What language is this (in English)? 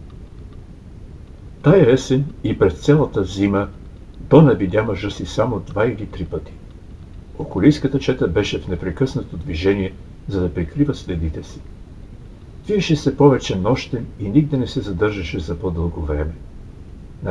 Bulgarian